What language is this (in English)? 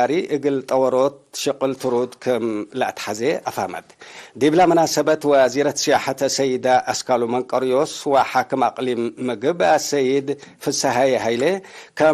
Tigre